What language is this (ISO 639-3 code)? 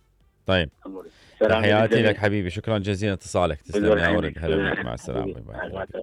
acm